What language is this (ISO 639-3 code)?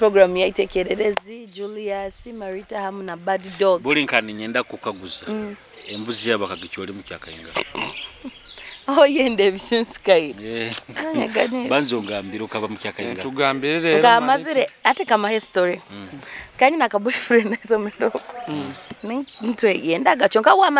nyo